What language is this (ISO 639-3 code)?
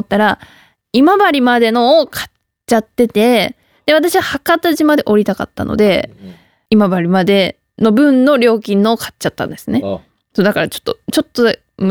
jpn